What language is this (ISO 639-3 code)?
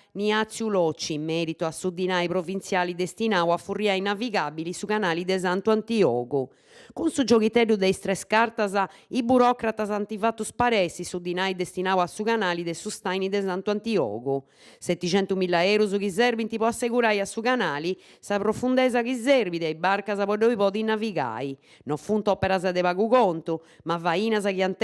srd